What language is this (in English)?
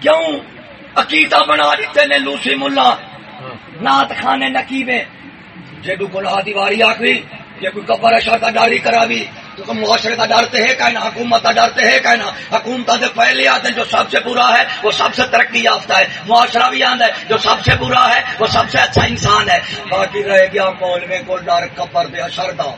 Saraiki